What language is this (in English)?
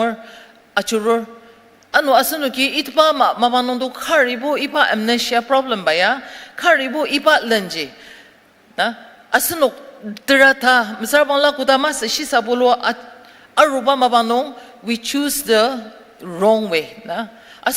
Ao Naga